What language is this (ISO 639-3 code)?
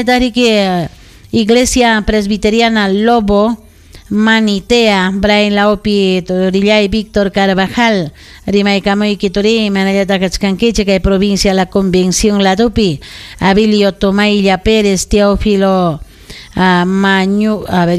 quy